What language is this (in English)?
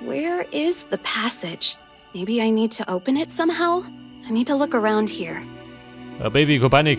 Bavarian